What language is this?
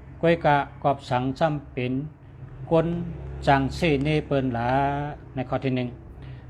Shan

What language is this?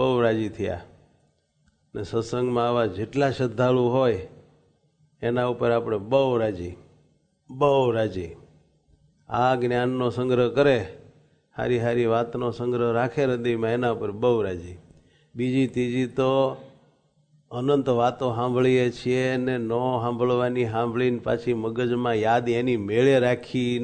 Gujarati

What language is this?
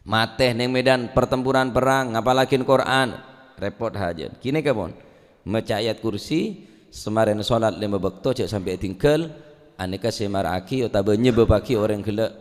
Madurese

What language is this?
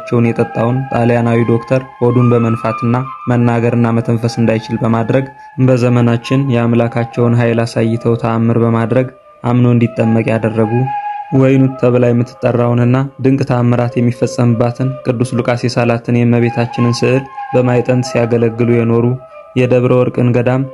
Amharic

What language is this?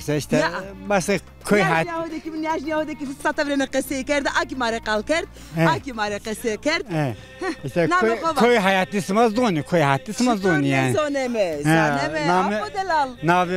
Zaza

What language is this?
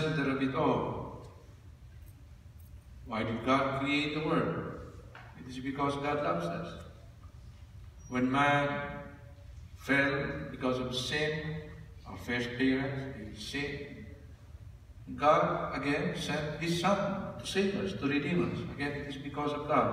English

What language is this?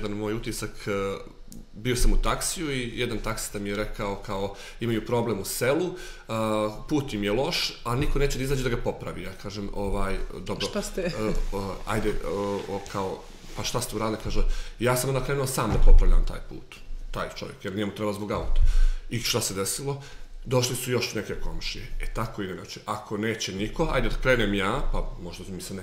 Serbian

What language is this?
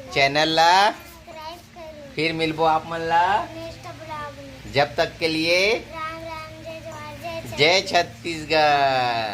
Chhattisgarhi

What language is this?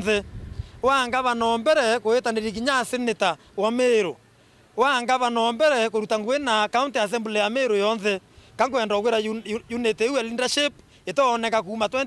Meru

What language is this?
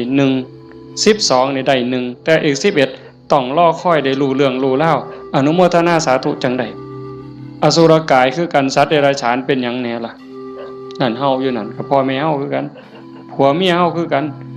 Northeastern Thai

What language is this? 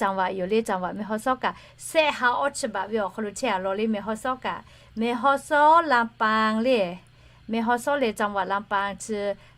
Lahu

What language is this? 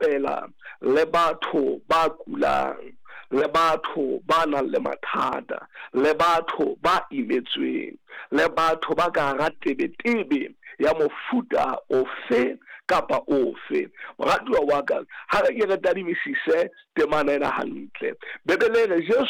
Southern Sotho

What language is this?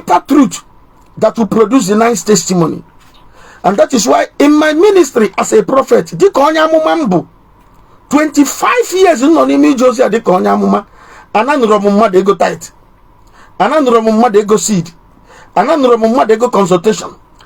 Igbo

